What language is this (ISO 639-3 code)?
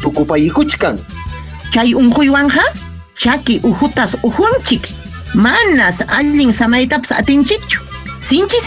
quy